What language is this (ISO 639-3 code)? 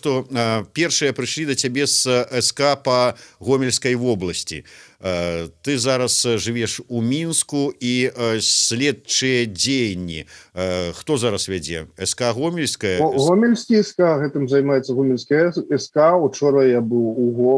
bel